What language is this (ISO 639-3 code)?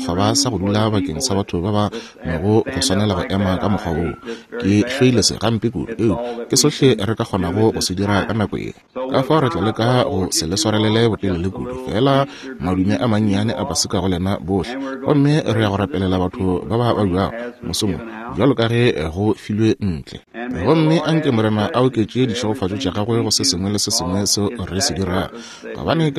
nso